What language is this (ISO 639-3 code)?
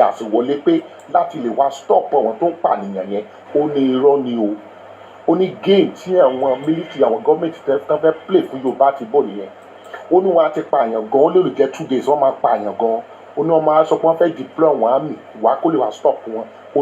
yor